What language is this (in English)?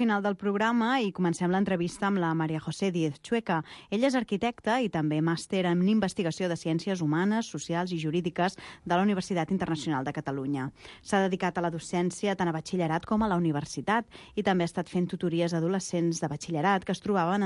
Catalan